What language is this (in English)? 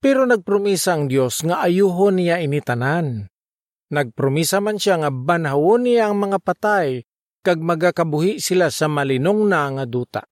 Hiligaynon